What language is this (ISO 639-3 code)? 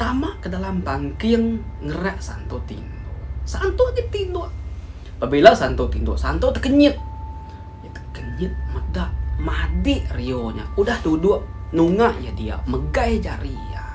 iba